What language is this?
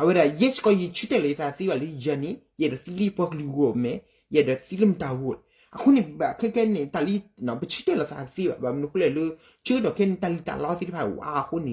S'gaw Karen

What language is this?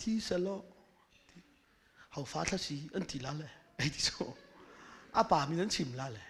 Hakha Chin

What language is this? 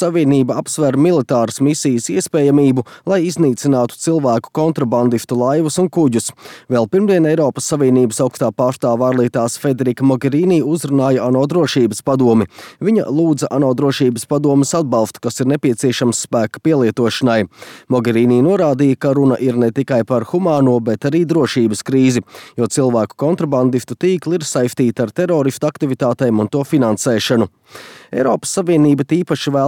Latvian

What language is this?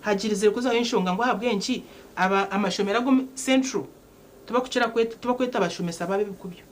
Nyankole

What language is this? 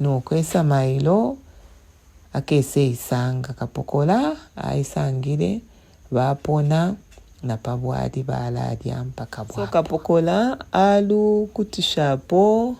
Bemba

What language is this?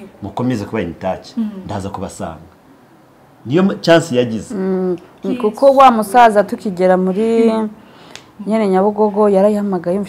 Kinyarwanda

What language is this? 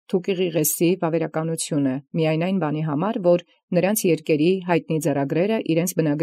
Armenian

